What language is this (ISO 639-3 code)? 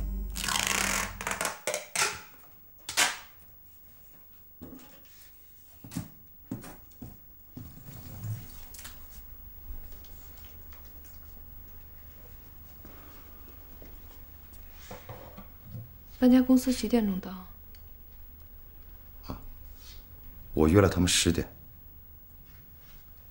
zho